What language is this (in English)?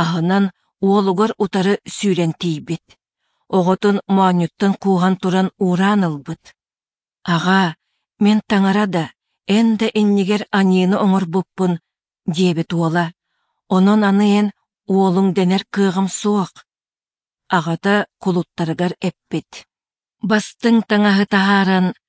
Yakut